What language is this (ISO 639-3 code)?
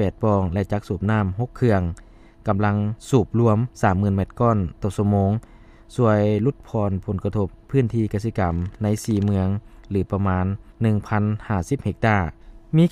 lao